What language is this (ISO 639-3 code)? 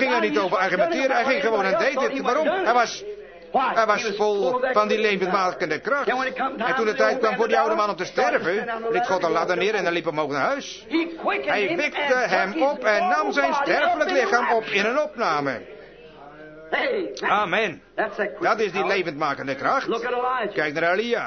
nld